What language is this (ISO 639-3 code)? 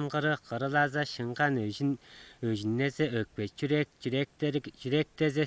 tyv